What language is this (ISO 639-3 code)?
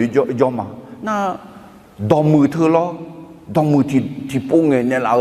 ahk